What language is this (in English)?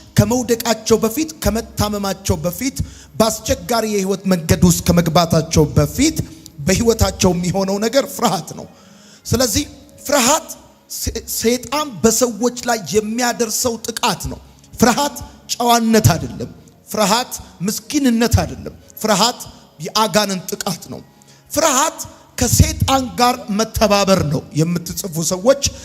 Amharic